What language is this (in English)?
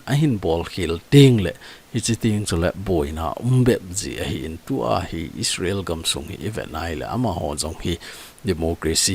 Thado Chin